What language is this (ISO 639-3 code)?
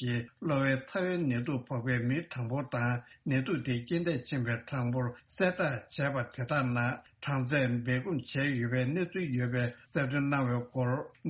bod